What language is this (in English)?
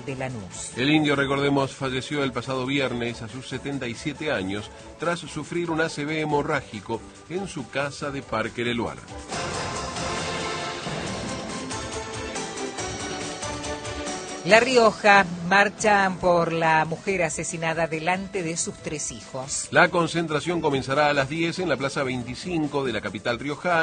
Spanish